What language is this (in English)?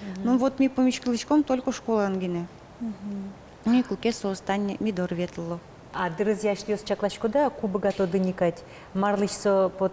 Udmurt